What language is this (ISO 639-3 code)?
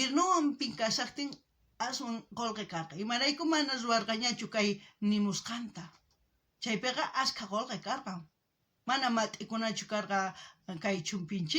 quh